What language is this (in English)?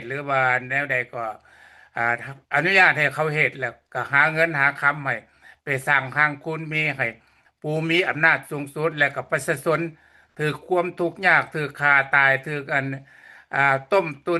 Lao